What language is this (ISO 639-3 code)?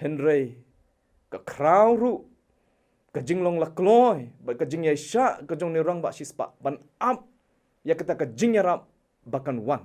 kha